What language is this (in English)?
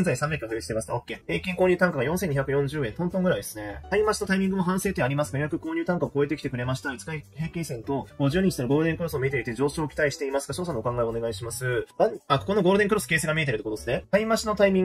Japanese